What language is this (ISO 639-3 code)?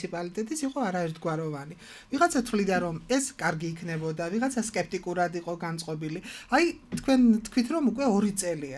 kat